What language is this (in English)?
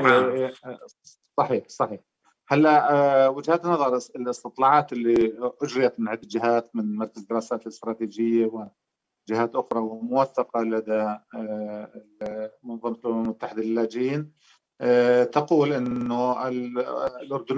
Arabic